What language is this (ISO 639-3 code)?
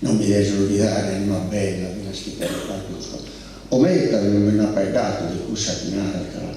srd